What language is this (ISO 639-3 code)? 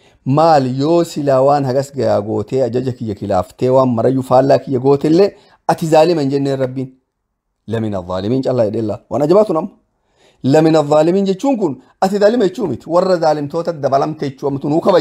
orm